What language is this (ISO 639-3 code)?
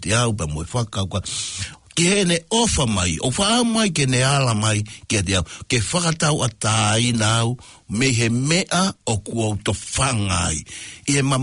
ton